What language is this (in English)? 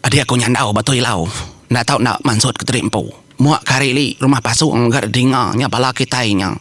Iban